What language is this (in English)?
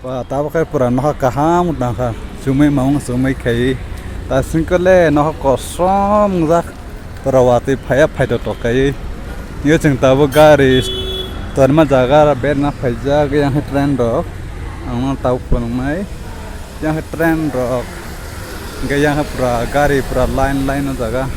Kok Borok